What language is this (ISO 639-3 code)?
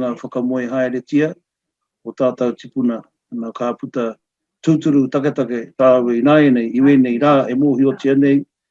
mri